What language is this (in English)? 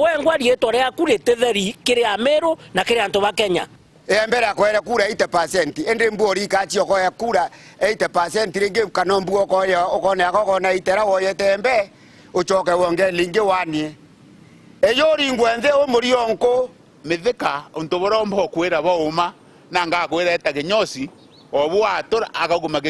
Meru